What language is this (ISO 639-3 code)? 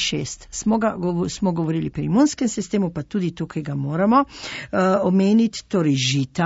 slv